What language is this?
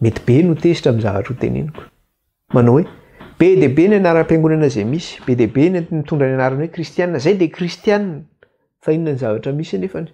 Malagasy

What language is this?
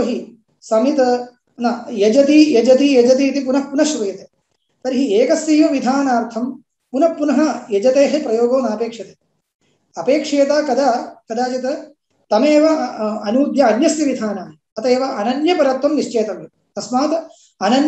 Sanskrit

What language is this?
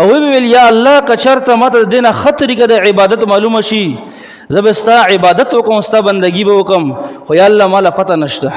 Pashto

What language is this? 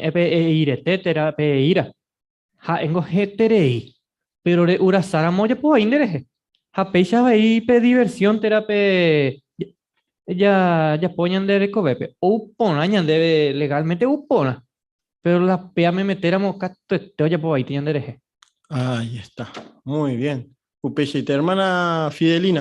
Guarani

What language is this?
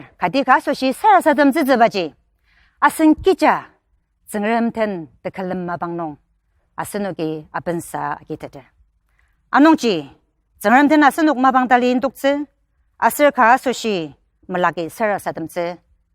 Ao Naga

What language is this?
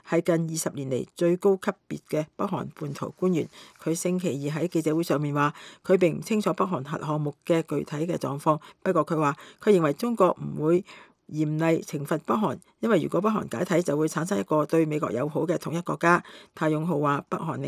Cantonese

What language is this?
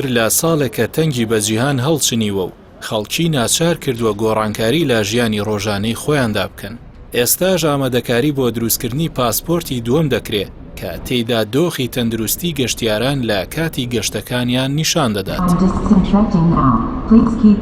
Central Kurdish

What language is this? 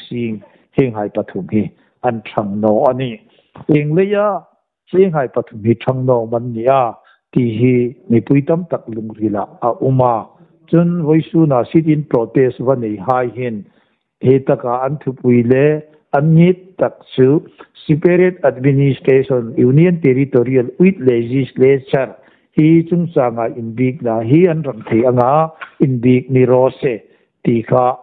Hmar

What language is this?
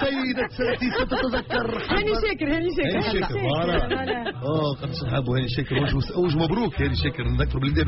Tunisian Arabic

